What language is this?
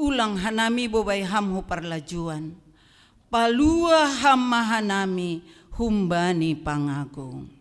Batak Simalungun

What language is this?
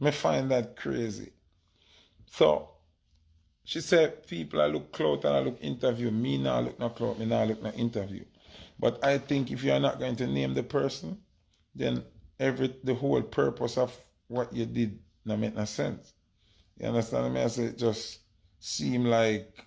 Jamaican Creole English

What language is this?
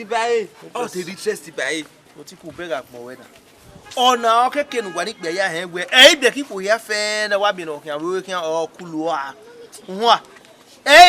Bini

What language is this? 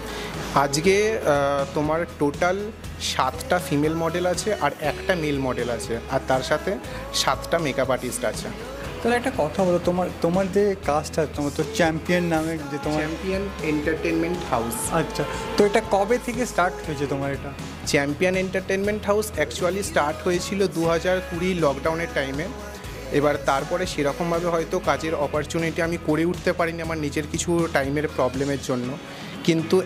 Bangla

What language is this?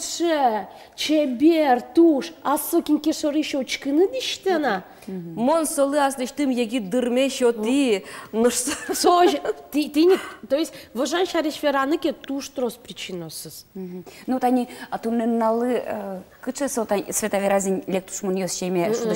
Udmurt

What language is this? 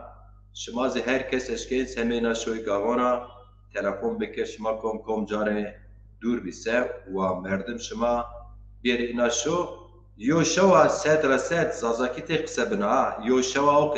Zaza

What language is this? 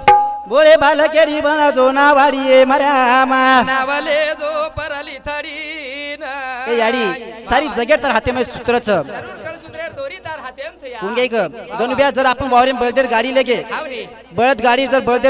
Lambadi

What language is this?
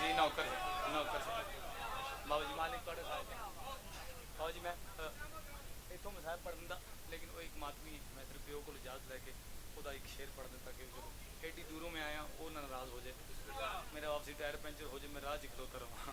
Pahari-Potwari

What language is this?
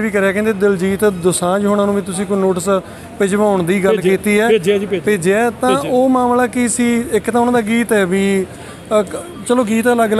Punjabi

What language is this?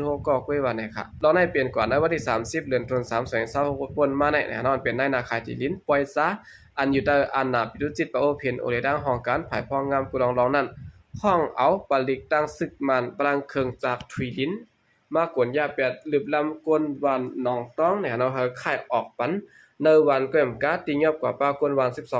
Shan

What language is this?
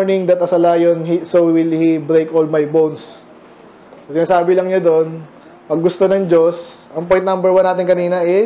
Filipino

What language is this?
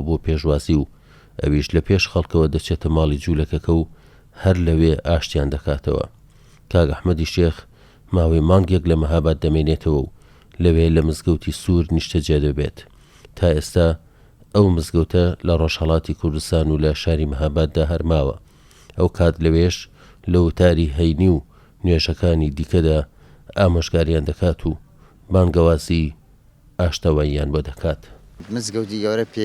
Central Kurdish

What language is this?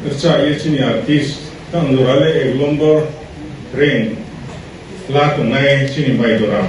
Riang (India)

